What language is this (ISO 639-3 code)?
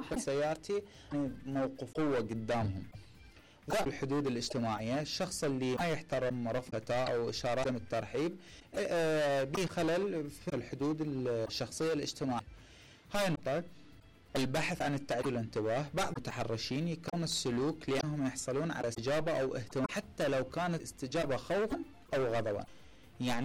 acm